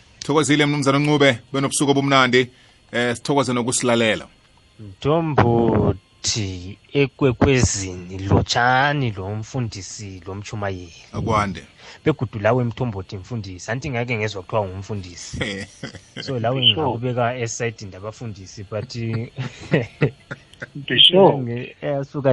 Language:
South Ndebele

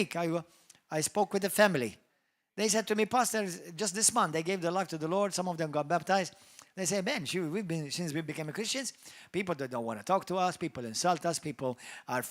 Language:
English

